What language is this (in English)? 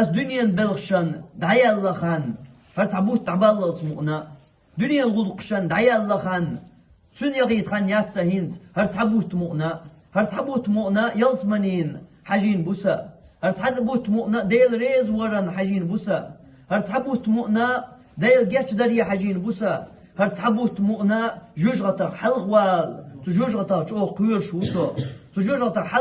Chechen